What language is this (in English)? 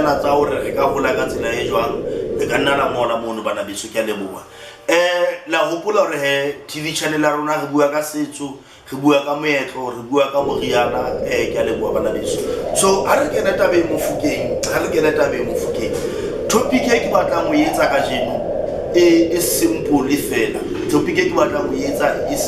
Southern Sotho